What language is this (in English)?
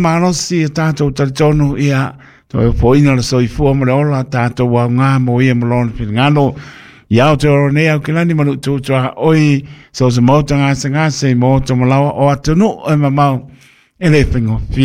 Samoan